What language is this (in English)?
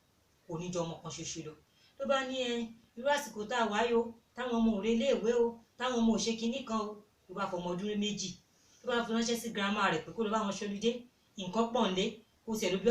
Yoruba